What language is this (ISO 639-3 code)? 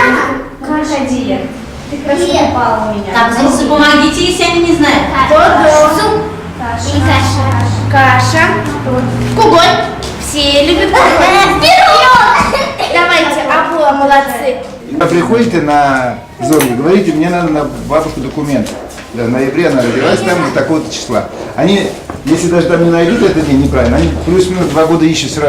chv